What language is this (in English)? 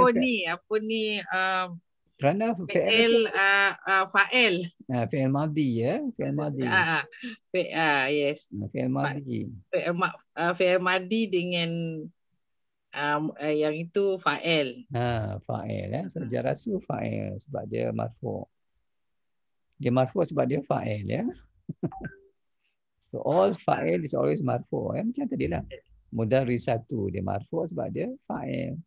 Malay